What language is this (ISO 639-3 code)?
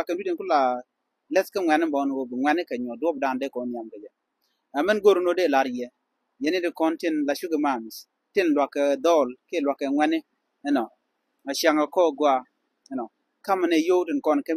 nus